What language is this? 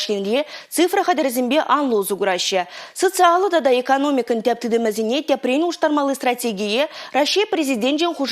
Chuvash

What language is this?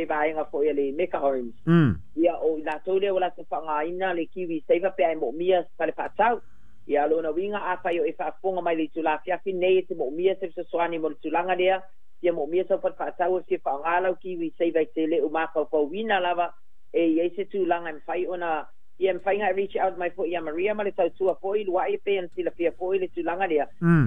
Samoan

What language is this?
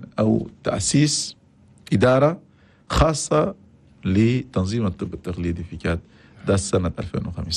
Chadian Arabic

